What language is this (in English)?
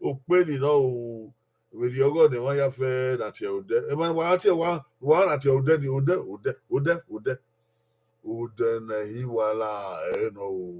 Bini